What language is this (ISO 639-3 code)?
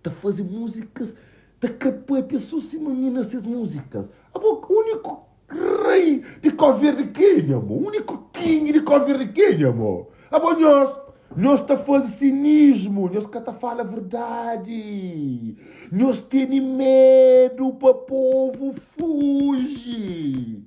kea